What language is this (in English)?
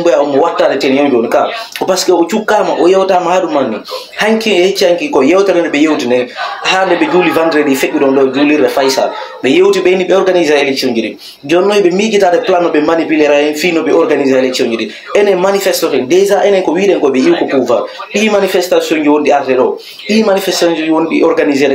Fula